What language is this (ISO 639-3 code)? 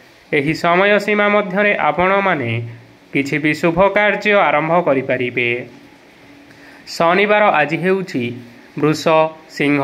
ori